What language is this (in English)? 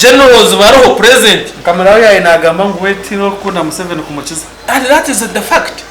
Nyankole